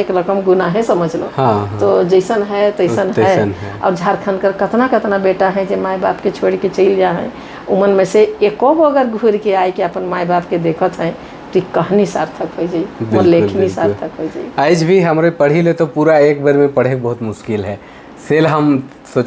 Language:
Sadri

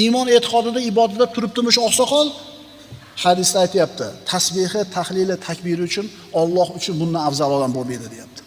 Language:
Uzbek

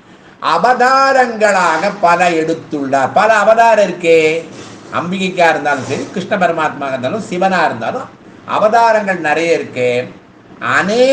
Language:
Tamil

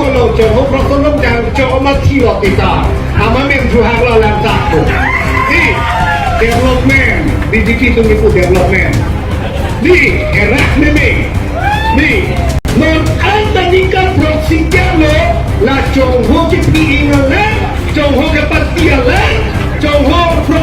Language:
Karbi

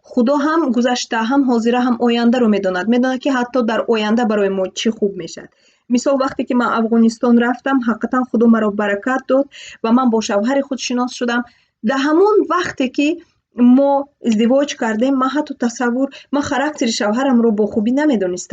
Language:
Tajik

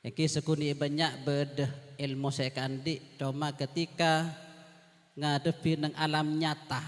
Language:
Madurese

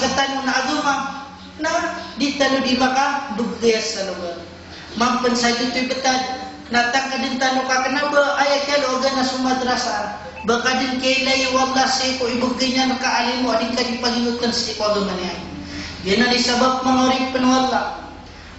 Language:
Maranao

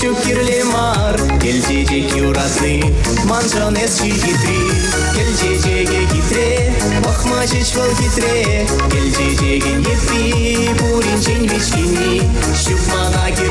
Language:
Chuvash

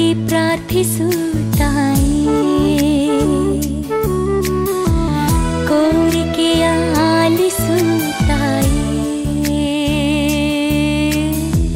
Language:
Kannada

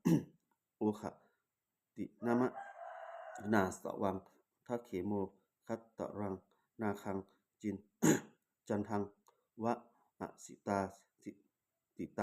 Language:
Pali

